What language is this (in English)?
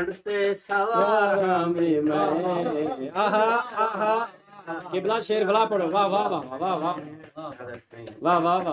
Saraiki